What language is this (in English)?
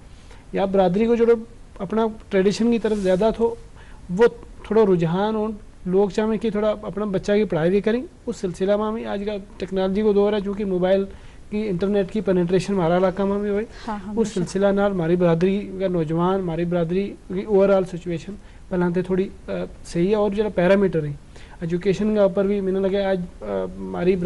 Gujari